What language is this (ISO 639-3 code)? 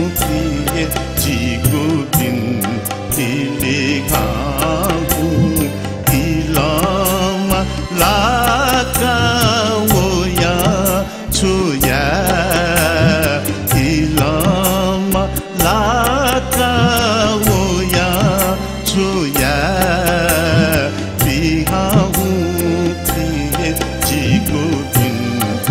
new